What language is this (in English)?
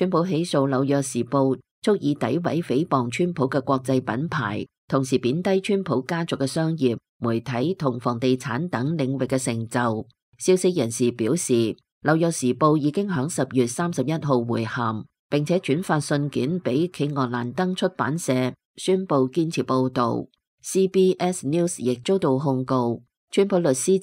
Cantonese